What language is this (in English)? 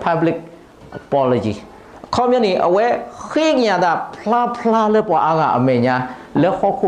S'gaw Karen